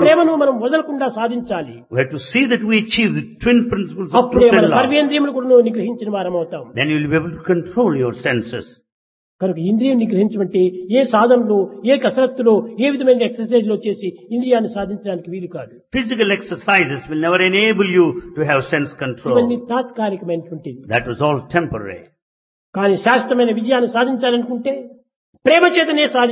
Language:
Telugu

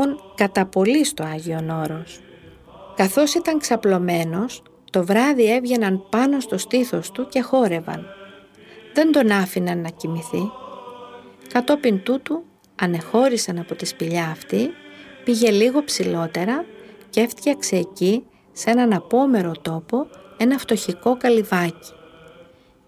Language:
Greek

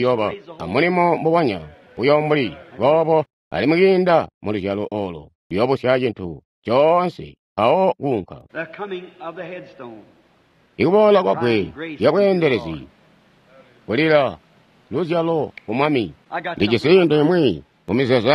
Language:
Tonga (Zambia)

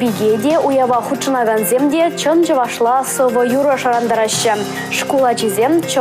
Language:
Chuvash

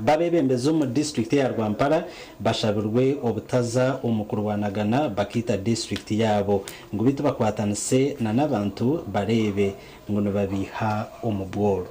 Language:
Nyankole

